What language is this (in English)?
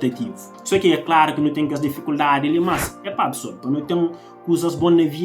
Kabuverdianu